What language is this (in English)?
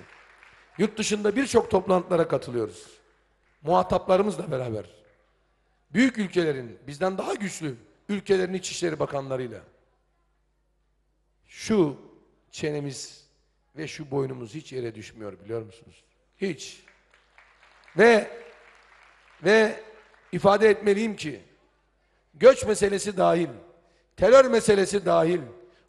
Turkish